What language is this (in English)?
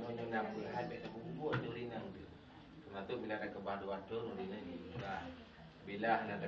Achinese